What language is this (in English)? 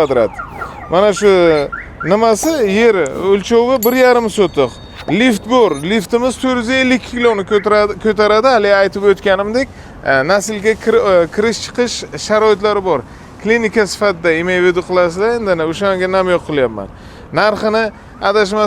Uzbek